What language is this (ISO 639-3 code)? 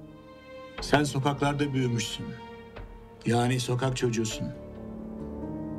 tur